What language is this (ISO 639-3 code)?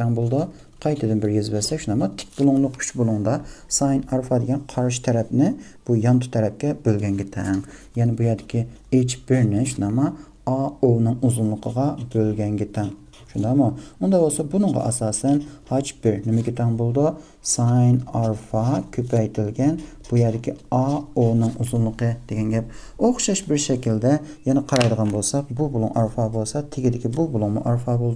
uig